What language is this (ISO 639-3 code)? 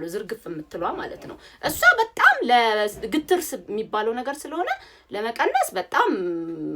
amh